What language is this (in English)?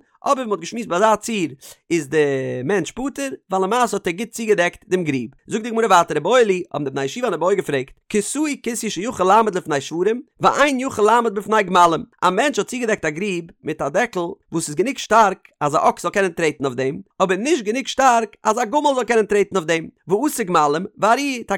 Yiddish